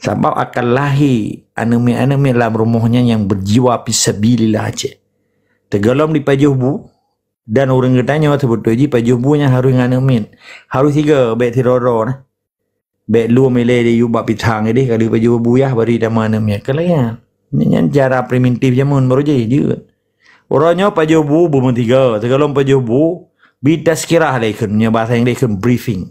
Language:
Achinese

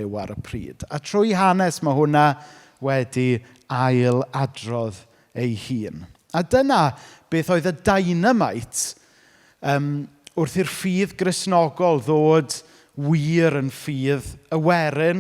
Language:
Welsh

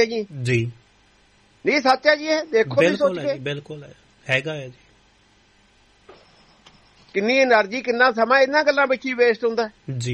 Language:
Punjabi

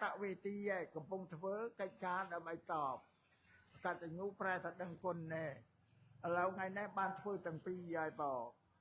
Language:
Khmer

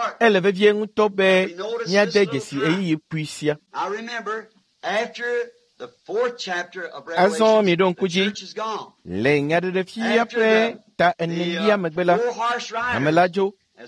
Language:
Ewe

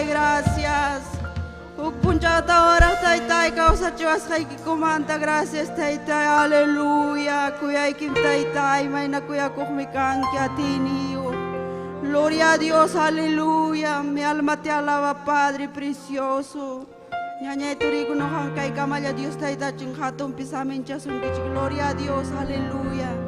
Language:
Ayacucho Quechua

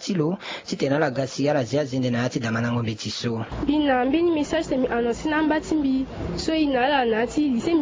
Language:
Sango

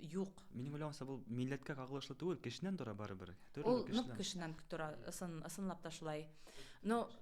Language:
Bashkir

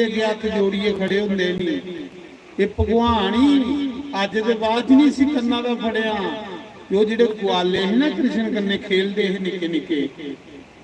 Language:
Dogri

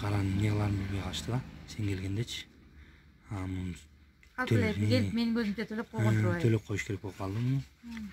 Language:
Kyrgyz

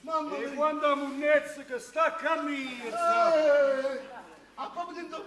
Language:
Neapolitan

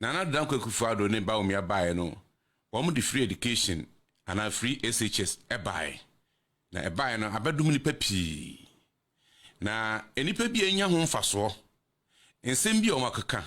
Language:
Akan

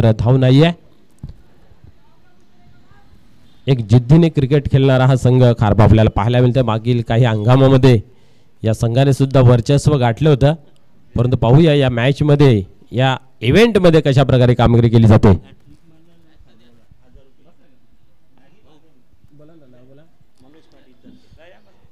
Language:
Marathi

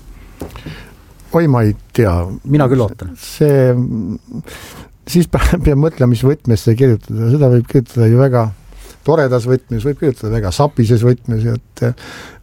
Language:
Estonian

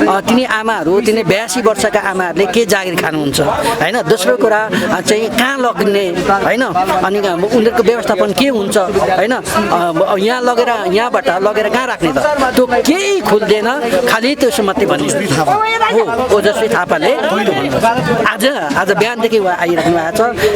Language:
Nepali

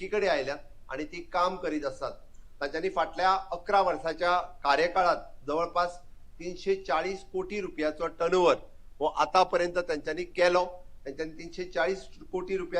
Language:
Konkani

